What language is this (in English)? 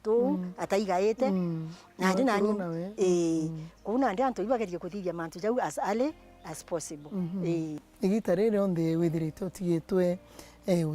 Meru